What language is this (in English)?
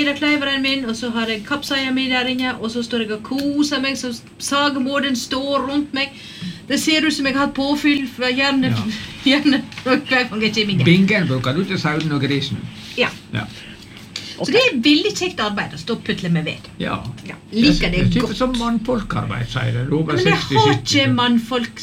Norwegian